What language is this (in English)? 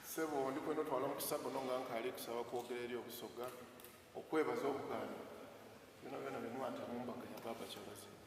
Soga